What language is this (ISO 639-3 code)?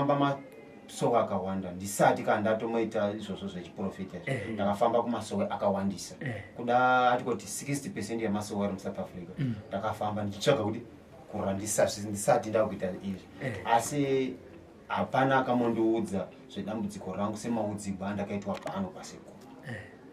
sna